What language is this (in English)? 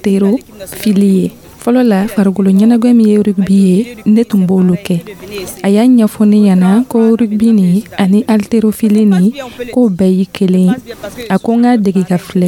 Dyula